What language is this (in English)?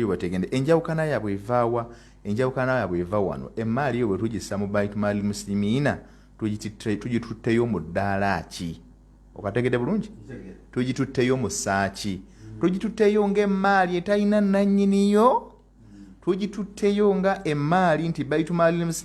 Ganda